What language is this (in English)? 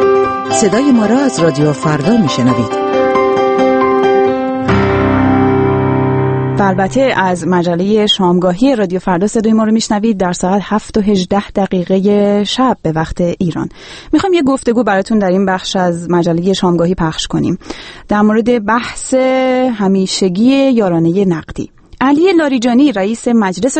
Persian